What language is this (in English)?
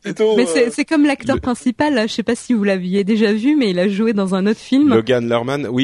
French